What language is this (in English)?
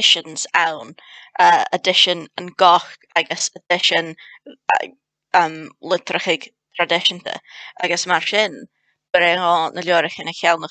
Scottish Gaelic